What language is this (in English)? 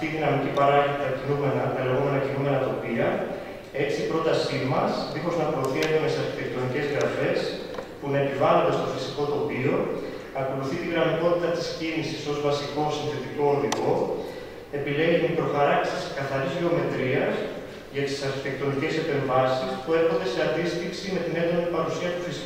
Greek